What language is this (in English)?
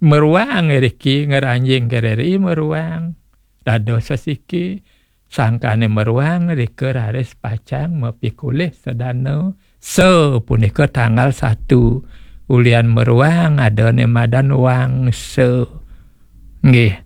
Balinese